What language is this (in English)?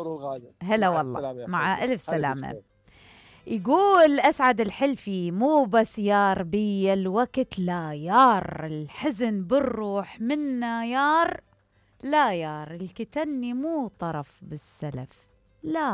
Mesopotamian Arabic